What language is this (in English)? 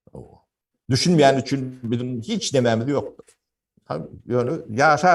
Turkmen